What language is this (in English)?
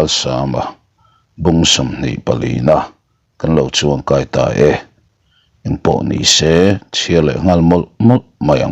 Mizo